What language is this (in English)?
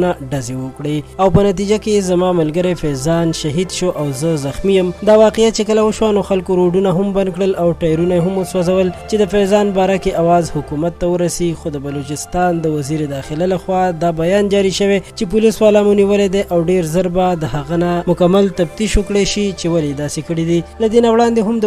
Pashto